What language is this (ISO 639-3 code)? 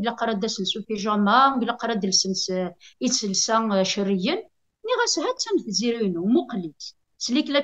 kab